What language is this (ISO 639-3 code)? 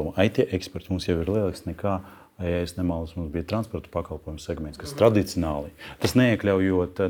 lav